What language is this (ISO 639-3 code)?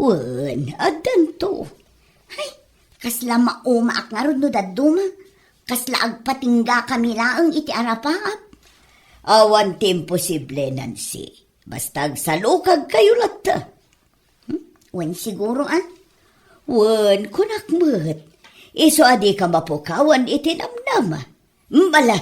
ilo